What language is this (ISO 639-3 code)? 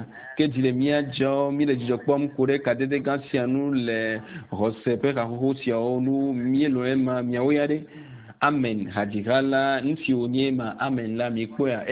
ewe